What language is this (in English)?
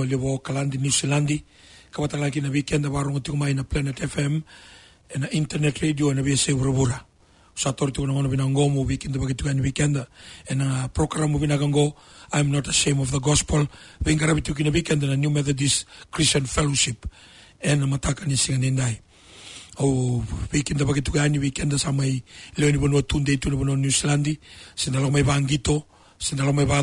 Fijian